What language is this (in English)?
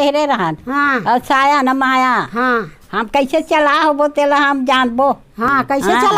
Chhattisgarhi